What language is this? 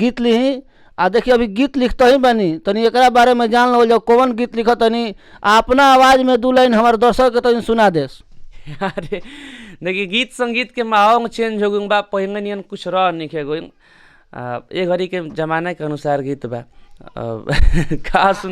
Bhojpuri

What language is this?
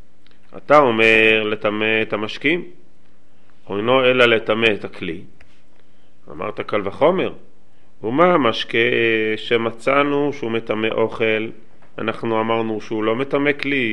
Hebrew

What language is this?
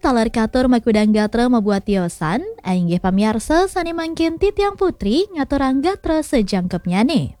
Balinese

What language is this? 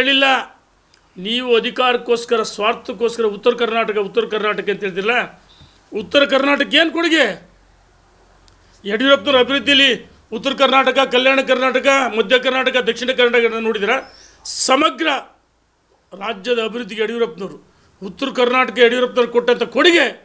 Kannada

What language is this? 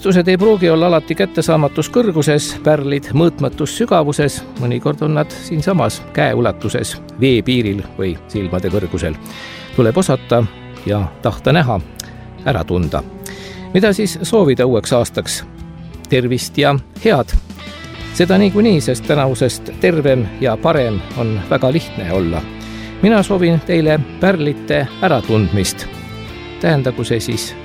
Estonian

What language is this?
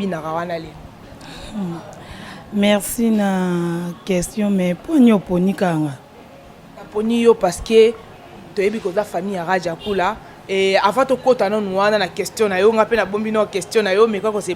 Lingala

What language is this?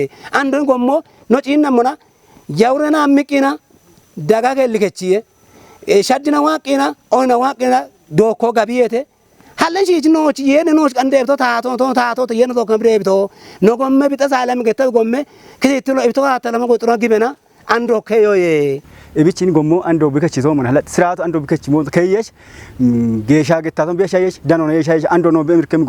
Kafa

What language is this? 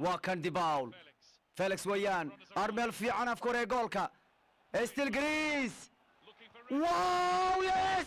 Somali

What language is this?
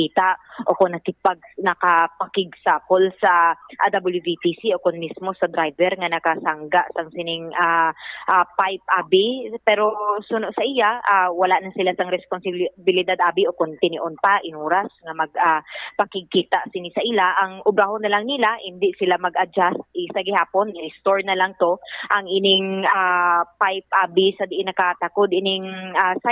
Hiligaynon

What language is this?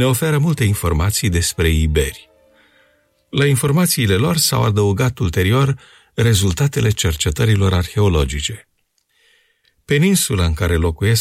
Romanian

